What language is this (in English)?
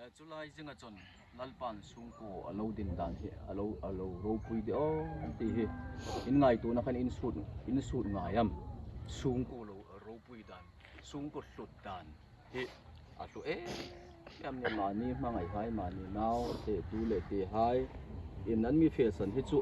Hmar